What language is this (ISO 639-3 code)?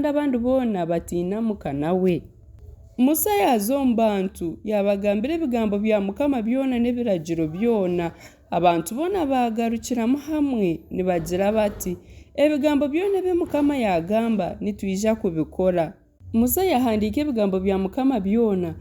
nyn